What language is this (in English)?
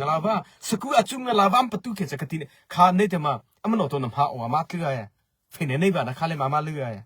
Mara Chin